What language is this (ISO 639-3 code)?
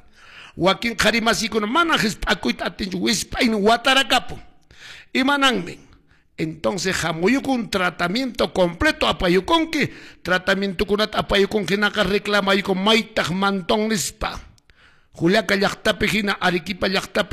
que